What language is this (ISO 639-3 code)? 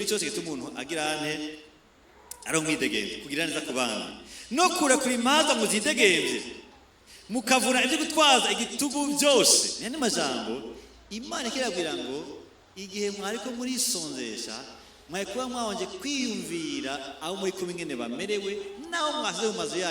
run